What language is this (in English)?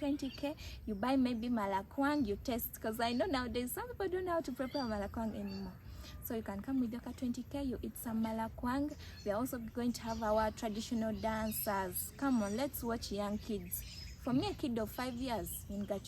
Acoli